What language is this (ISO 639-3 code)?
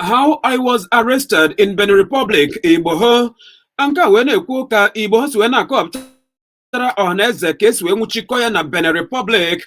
ibo